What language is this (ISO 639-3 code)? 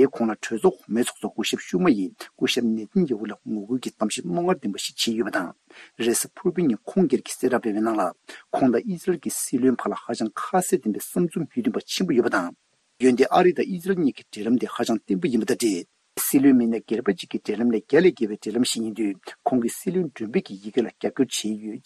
bod